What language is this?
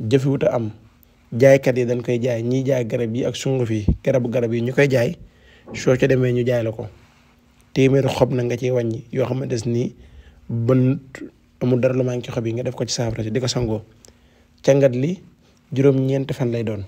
Wolof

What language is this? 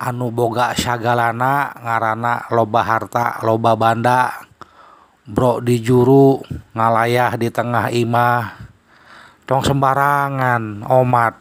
Sundanese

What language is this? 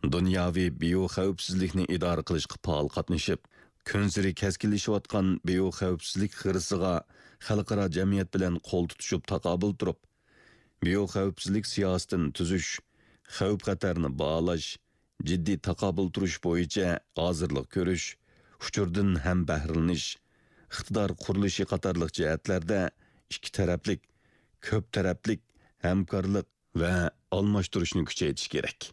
Uyghur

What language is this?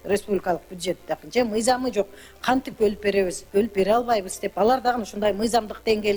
Kyrgyz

